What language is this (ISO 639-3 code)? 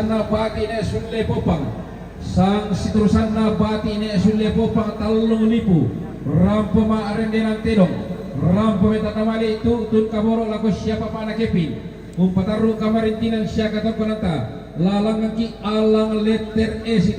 sda